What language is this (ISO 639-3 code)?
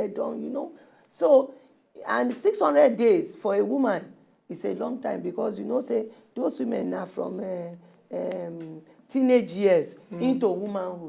pcm